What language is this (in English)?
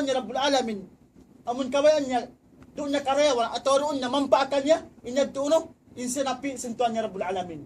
Tausug